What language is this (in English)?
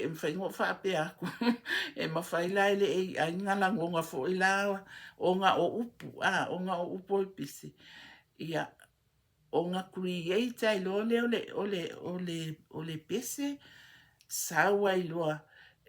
Samoan